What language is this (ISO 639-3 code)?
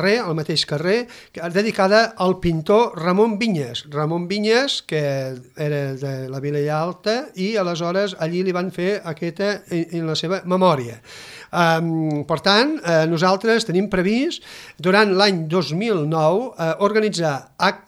cat